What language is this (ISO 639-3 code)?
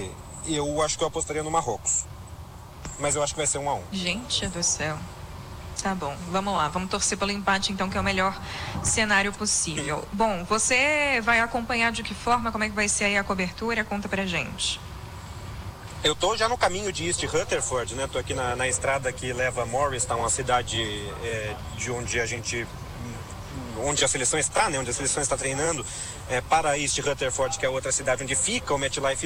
por